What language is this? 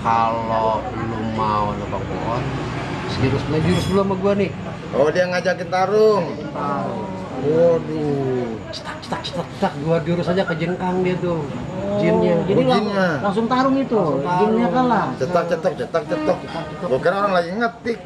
Betawi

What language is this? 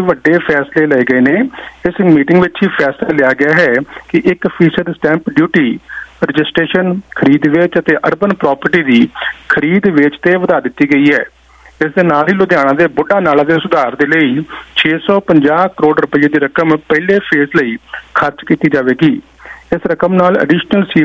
Punjabi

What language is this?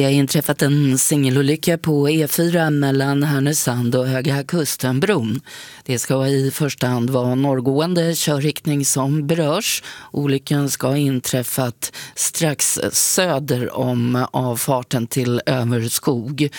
Swedish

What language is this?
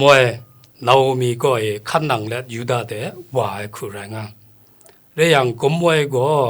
Kachin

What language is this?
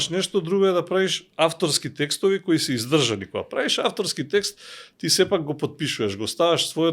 Macedonian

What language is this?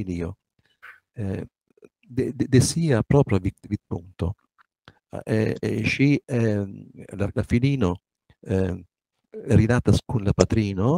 Esperanto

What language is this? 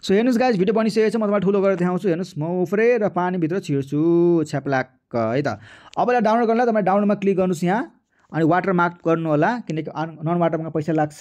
Nepali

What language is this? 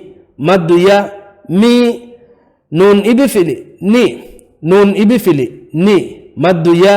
Divehi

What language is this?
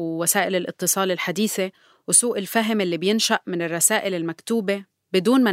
North Levantine Arabic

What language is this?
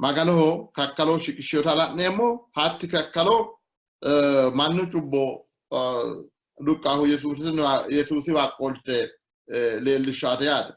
Sidamo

